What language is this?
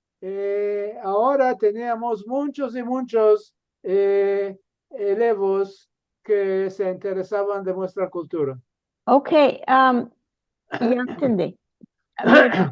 Ladino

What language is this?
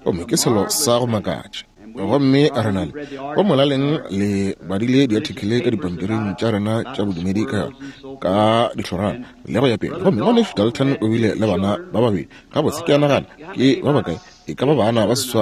Northern Sotho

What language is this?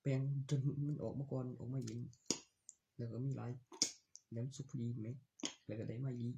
Northeastern Thai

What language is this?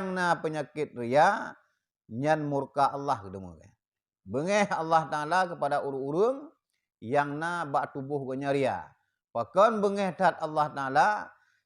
Achinese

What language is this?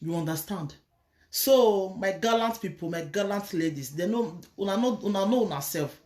Nigerian Pidgin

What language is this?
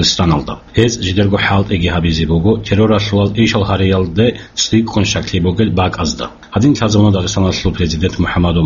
Avaric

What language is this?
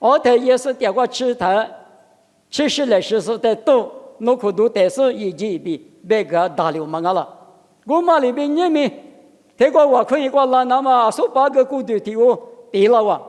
Lisu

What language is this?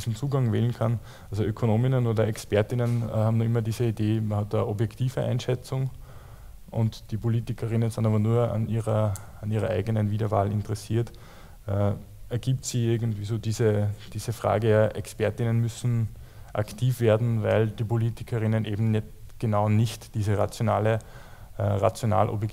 German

